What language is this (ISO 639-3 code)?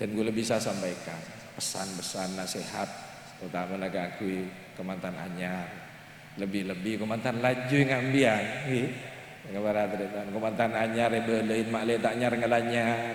mad